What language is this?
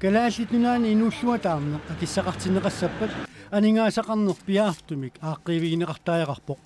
Kalaallisut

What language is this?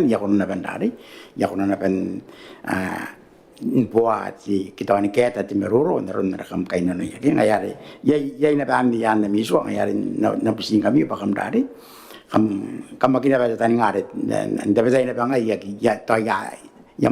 Gilbertese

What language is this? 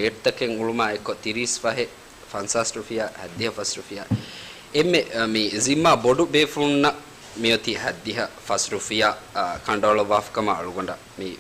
Divehi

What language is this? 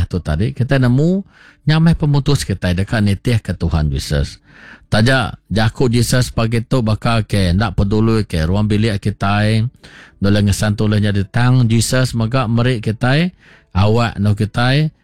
Iban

